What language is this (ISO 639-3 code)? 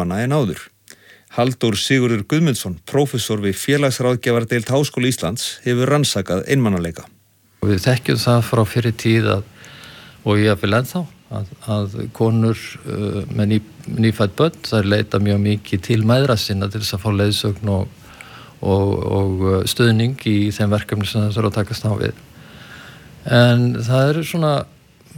isl